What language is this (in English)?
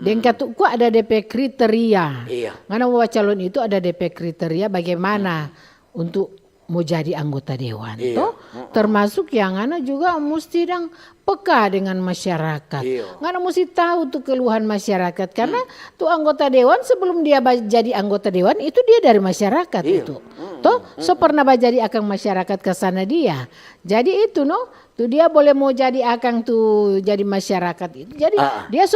Manado Malay